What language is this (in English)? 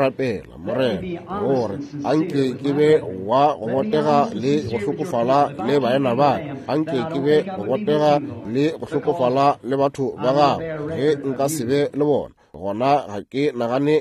Northern Sotho